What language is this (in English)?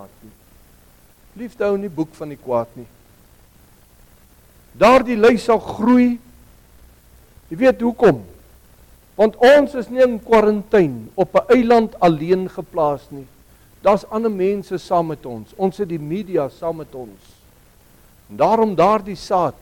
Afrikaans